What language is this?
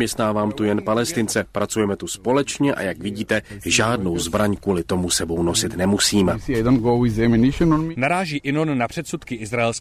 Czech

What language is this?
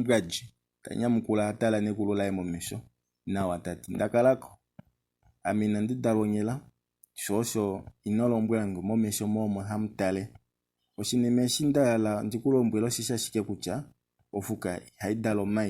Kuanyama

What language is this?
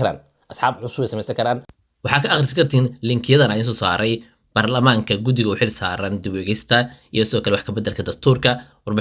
Somali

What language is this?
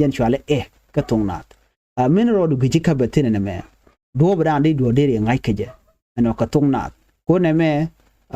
Nuer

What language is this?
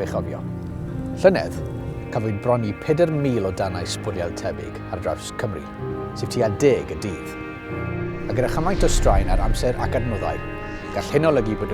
Welsh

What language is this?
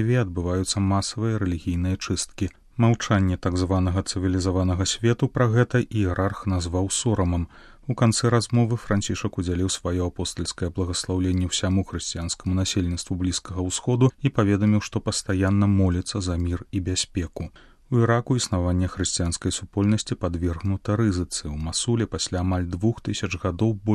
Belarusian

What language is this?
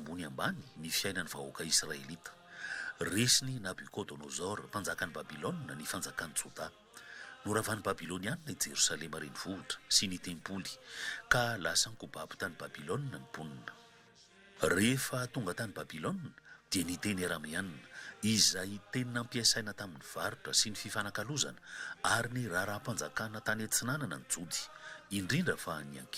Malagasy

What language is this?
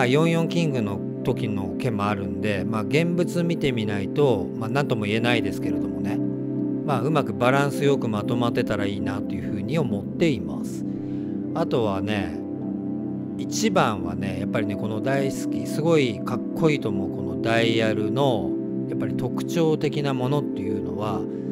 Japanese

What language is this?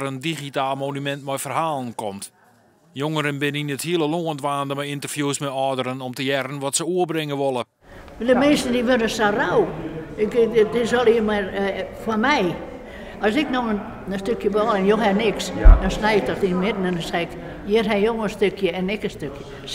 Western Frisian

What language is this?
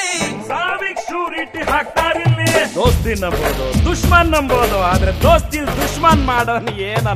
Kannada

